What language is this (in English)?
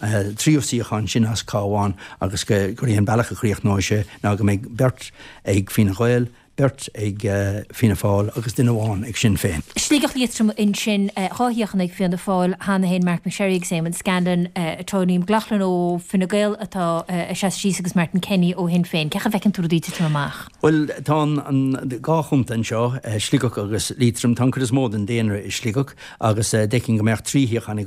Irish